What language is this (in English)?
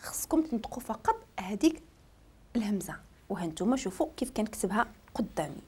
Moroccan Arabic